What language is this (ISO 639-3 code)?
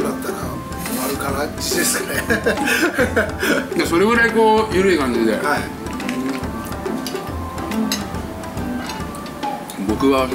jpn